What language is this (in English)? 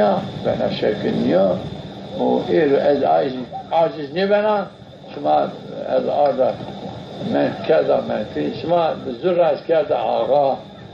Zaza